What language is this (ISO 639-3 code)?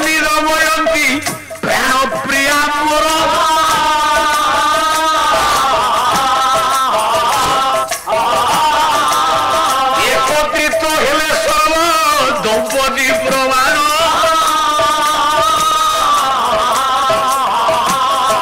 ori